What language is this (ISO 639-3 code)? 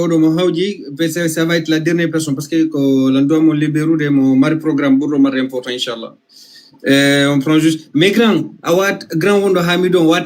ful